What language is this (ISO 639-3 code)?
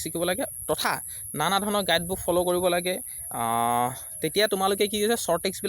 asm